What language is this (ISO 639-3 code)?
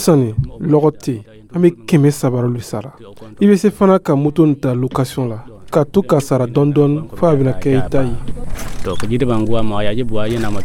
dyu